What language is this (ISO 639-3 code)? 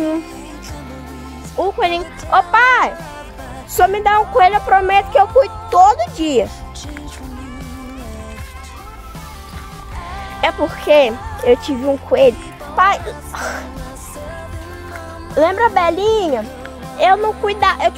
por